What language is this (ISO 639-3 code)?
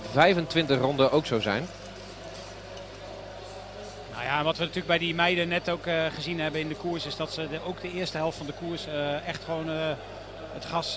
nld